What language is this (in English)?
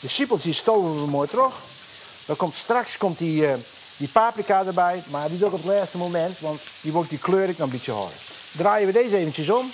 Western Frisian